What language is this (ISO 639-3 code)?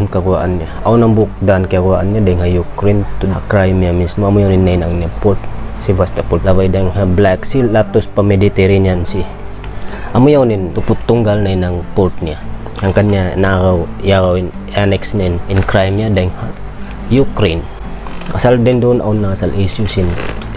tsg